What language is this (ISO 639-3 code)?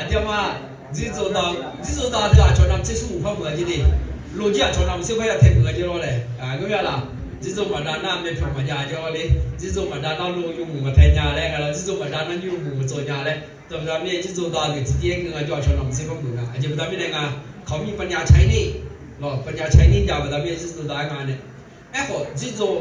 ahk